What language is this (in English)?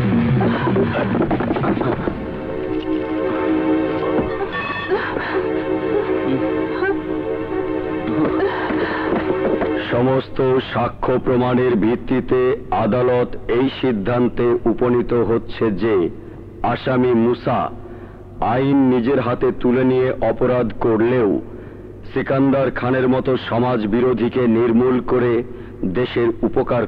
Bangla